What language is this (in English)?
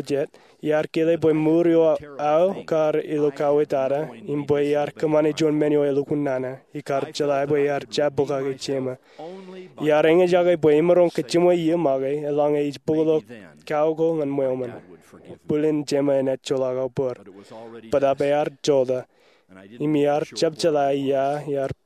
Marshallese